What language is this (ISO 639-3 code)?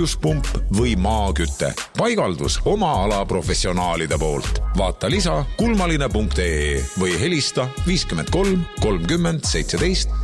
est